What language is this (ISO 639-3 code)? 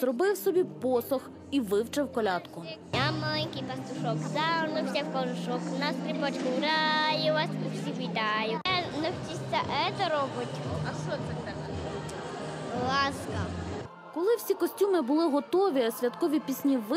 ukr